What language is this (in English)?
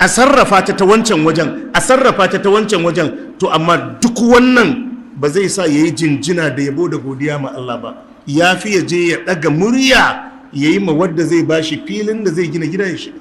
Hausa